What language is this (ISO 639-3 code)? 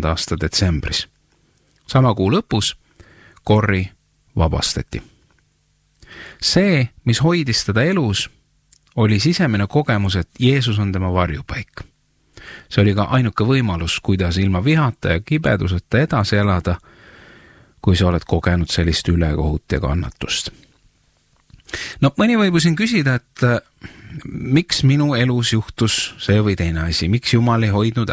est